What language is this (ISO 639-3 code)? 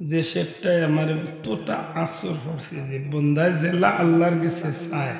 syl